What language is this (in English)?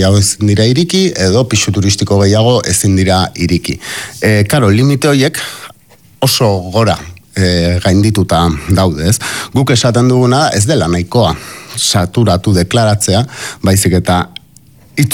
Basque